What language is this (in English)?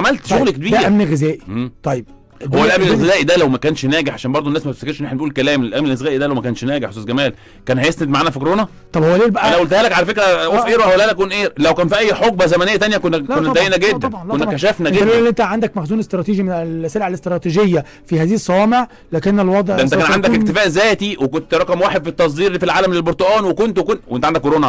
Egyptian Arabic